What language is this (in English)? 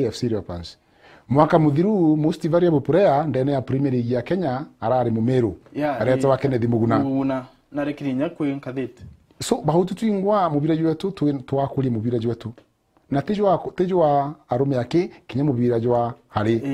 Meru